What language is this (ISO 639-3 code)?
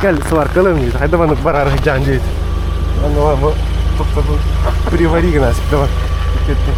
sah